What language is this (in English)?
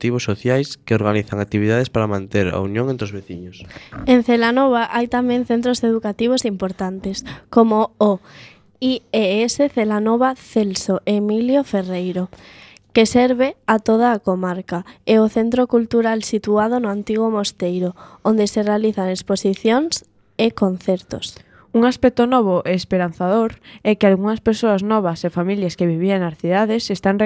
Galician